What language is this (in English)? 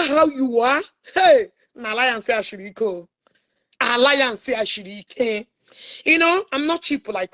Igbo